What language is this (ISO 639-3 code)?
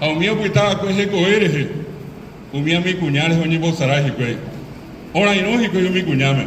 grn